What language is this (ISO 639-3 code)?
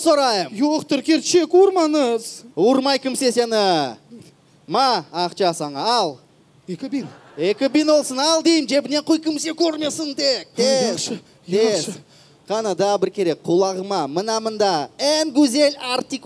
crh